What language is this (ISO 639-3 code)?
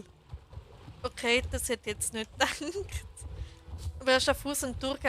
gsw